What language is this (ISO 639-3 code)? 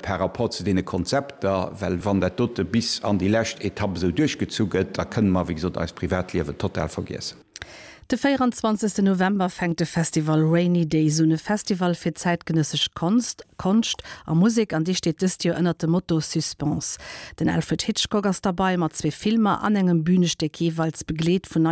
ltz